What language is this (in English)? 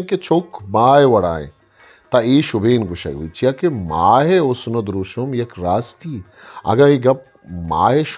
Eastern Balochi